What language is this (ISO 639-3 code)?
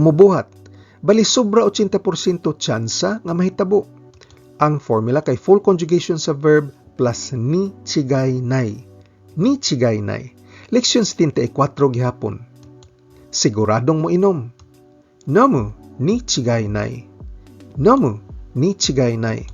ceb